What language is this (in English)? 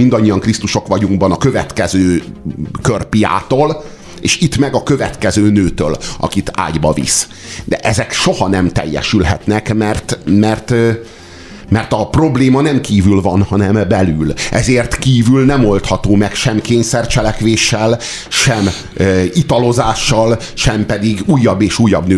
Hungarian